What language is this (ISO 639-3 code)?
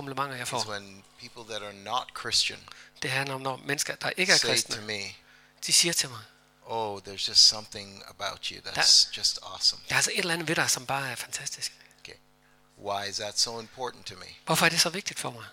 dan